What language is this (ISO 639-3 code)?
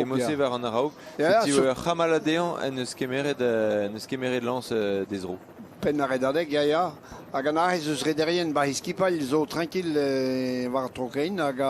bre